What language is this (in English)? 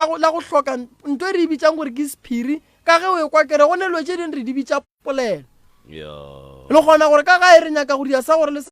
Northern Sotho